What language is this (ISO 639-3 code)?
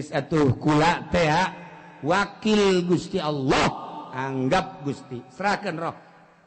sun